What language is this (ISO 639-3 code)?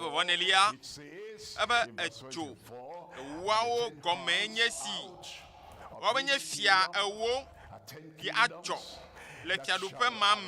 ewe